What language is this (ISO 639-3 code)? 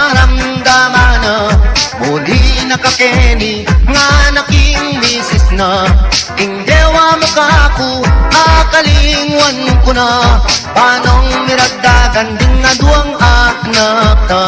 pam